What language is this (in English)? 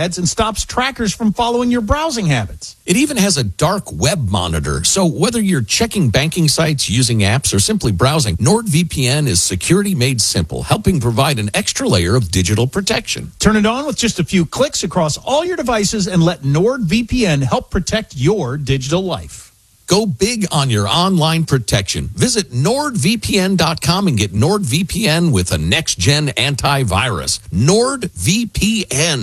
English